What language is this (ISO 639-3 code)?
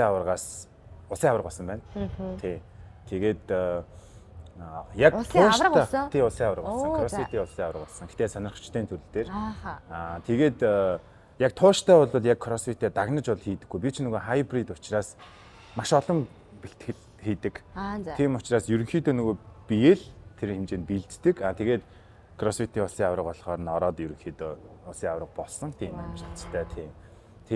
mon